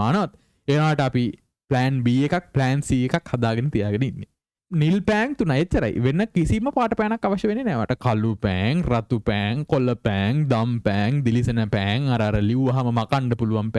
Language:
Sinhala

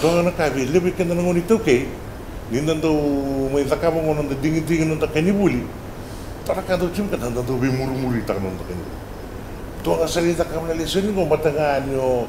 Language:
Fijian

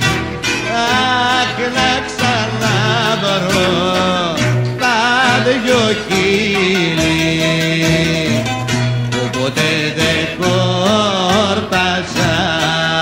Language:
Greek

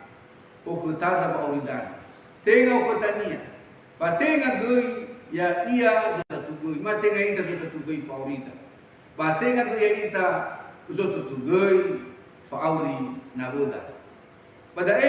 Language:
Nias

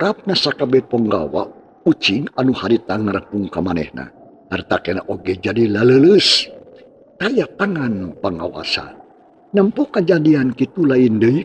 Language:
Sundanese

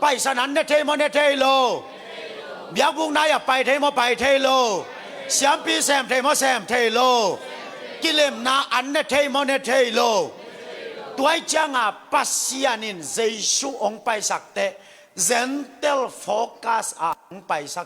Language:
Tedim Chin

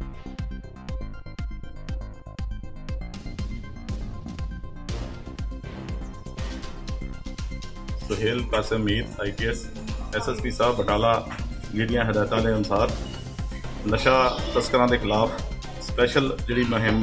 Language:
Punjabi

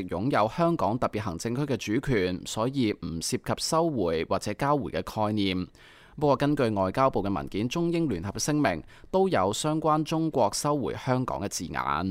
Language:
Cantonese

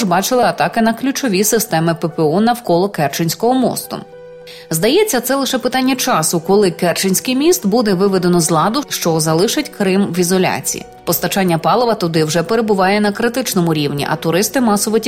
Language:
Ukrainian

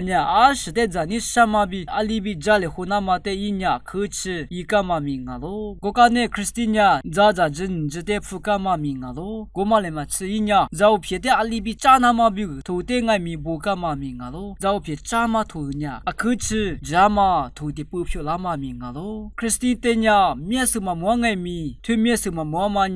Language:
Lisu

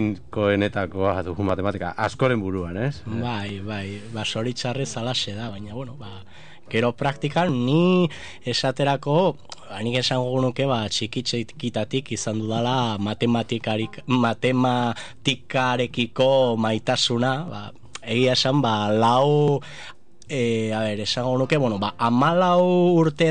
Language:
Basque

